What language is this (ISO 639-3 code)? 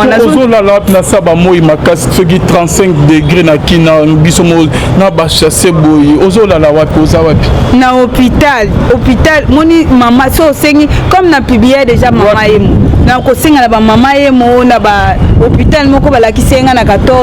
lin